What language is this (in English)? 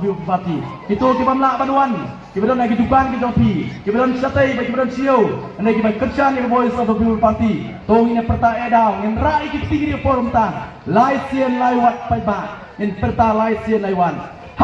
Khasi